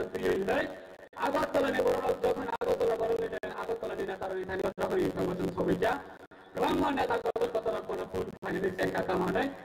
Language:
Kok Borok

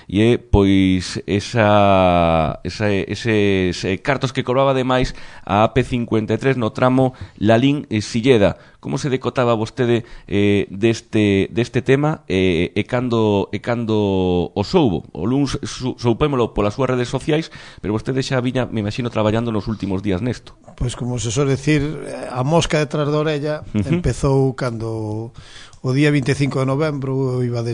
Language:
Galician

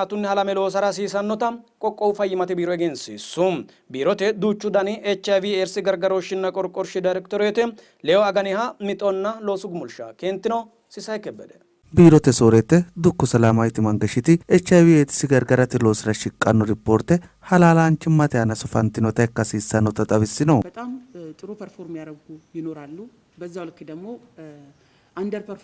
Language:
Sidamo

